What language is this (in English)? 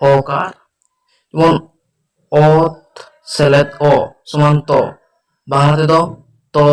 Santali